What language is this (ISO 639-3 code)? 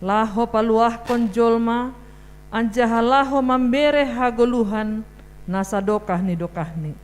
bts